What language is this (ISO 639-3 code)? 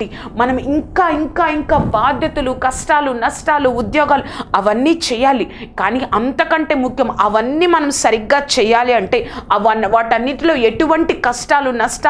tel